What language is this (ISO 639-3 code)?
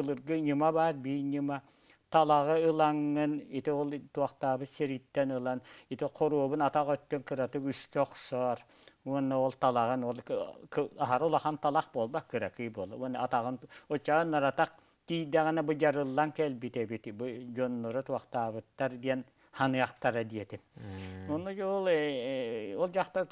sah